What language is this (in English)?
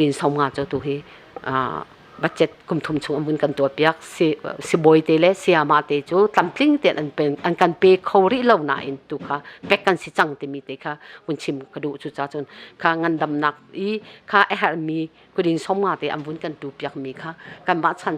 Hakha Chin